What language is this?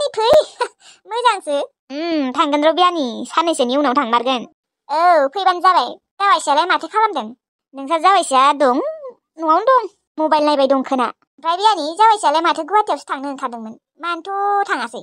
Bodo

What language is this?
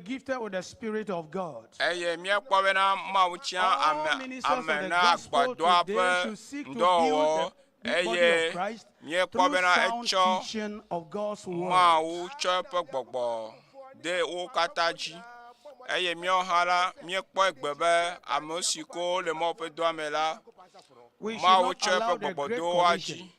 Ewe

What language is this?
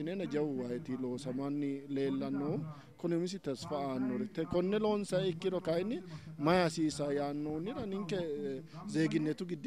Sidamo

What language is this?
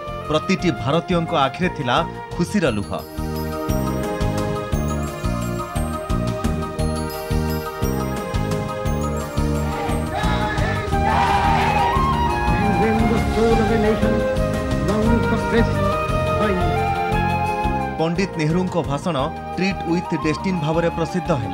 Odia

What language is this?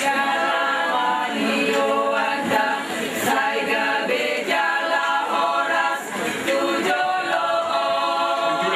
Batak Toba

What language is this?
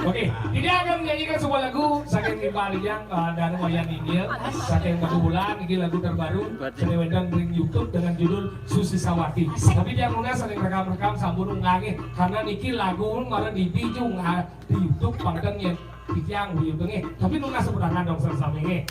Balinese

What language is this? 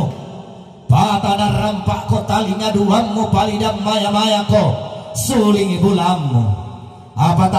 Toraja-Sa'dan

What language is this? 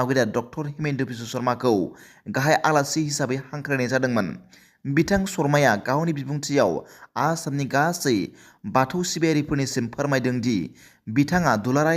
Bodo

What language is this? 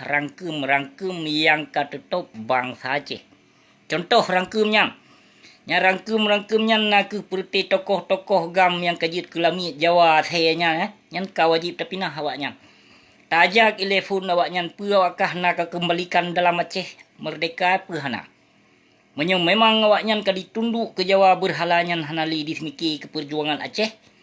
Achinese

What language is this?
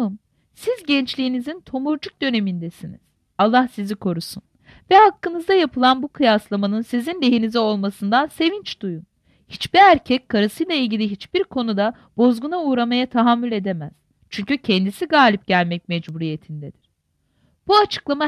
Turkish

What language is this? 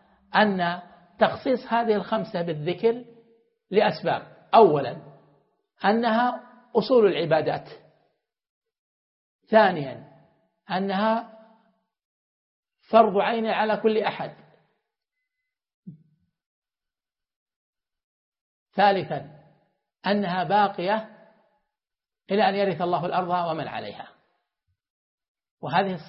Arabic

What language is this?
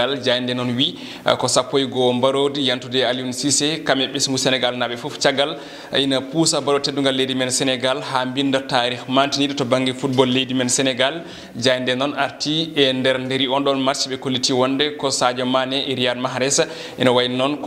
Fula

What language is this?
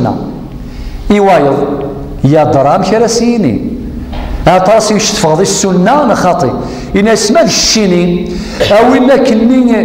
Kabyle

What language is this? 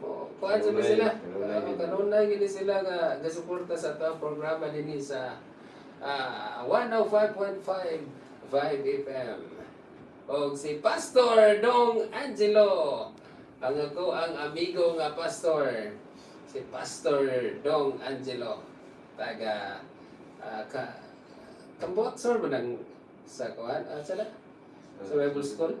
Cebuano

